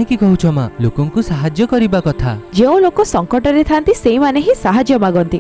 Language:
Odia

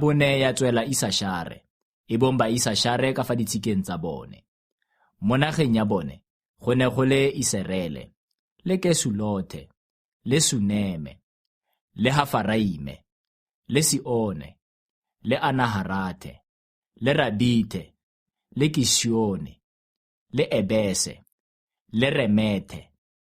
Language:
Tswana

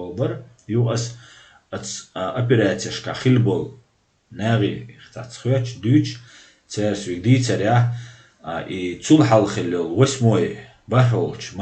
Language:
Chechen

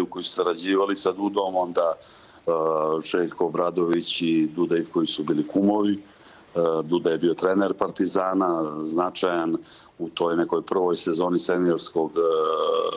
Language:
Serbian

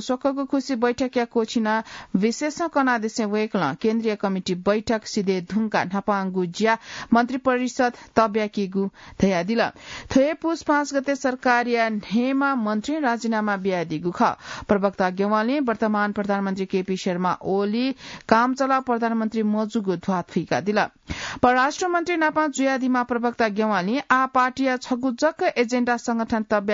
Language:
Newari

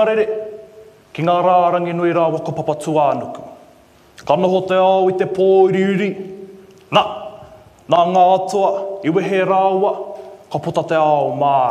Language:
Māori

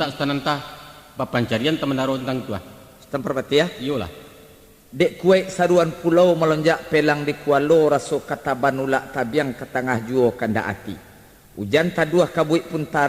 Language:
Minangkabau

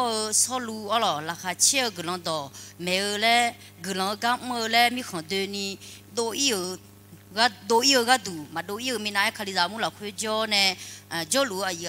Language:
Akha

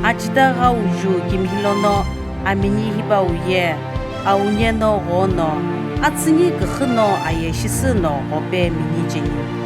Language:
Sumi Naga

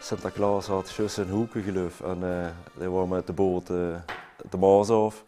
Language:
Limburgish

